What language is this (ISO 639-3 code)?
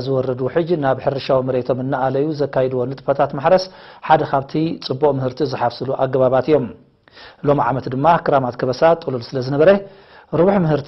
tir